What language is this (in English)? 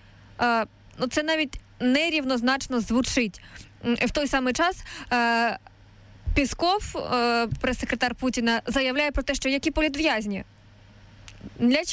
Ukrainian